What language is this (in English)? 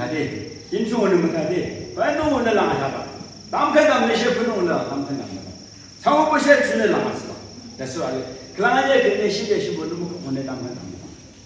Yimchungru Naga